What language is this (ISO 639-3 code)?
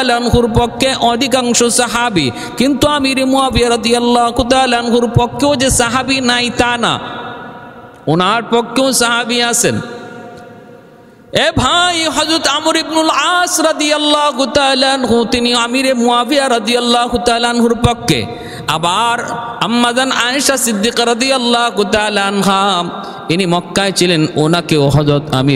ben